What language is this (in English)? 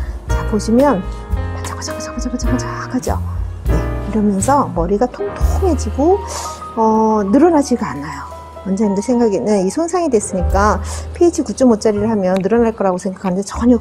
Korean